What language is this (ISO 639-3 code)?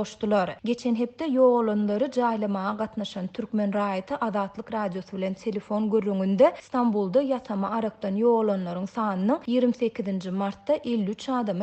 tuk